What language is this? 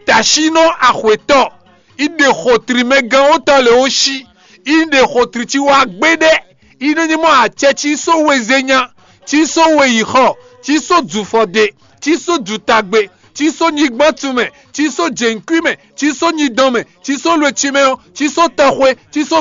Fon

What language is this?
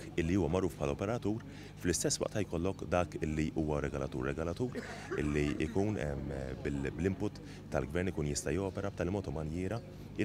Maltese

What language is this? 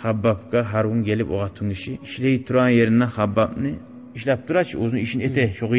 Kumyk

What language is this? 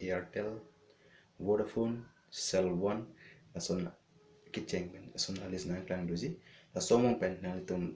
Karbi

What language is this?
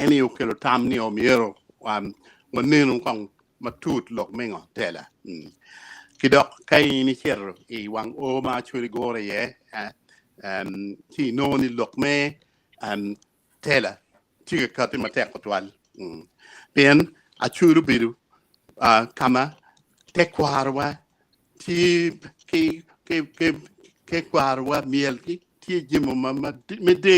Acoli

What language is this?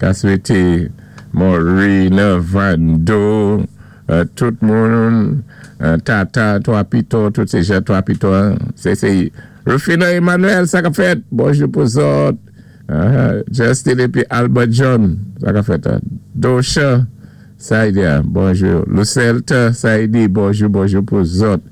Saint Lucian Creole French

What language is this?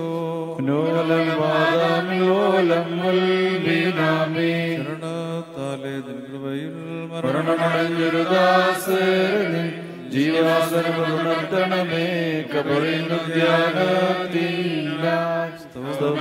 Malayalam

